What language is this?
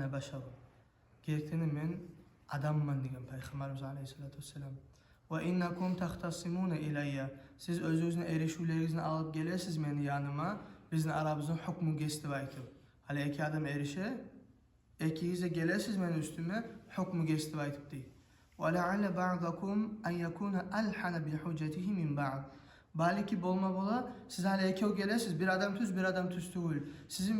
Kumyk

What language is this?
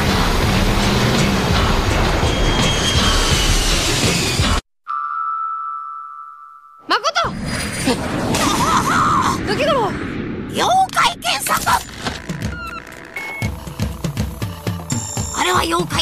Japanese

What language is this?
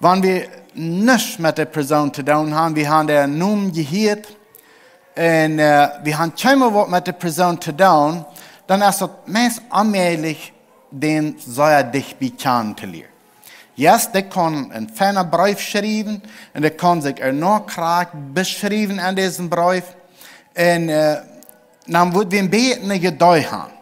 Plautdietsch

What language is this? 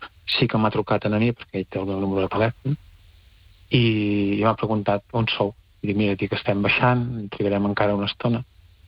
Catalan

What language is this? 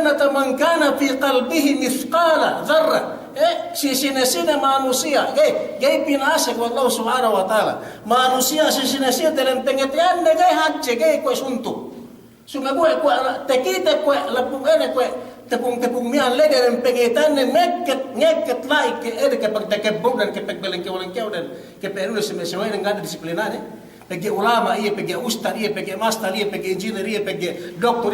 Yakan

